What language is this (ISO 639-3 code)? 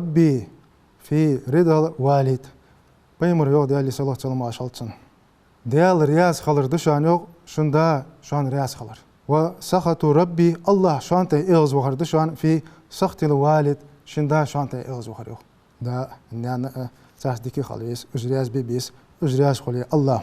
inh